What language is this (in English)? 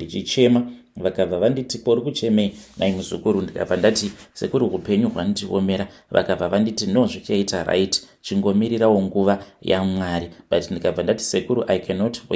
Shona